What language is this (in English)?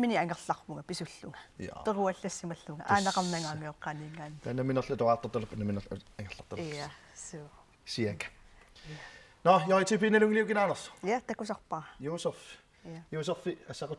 Kalaallisut